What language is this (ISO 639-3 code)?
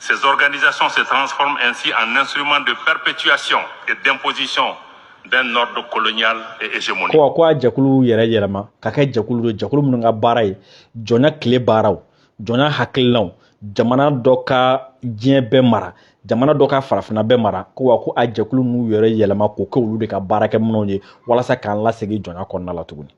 bam